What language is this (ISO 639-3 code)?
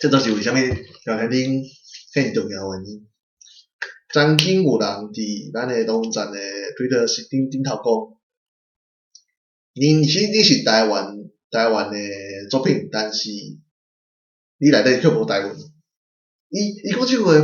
nan